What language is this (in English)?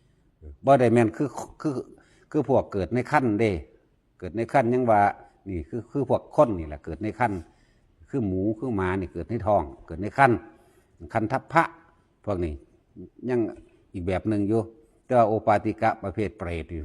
Northeastern Thai